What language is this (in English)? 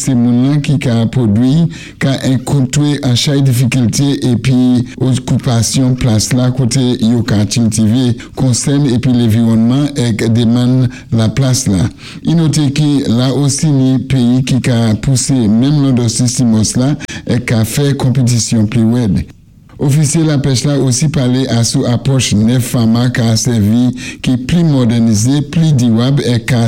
Saint Lucian Creole French